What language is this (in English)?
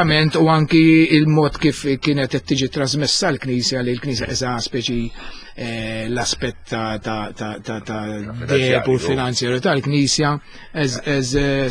Maltese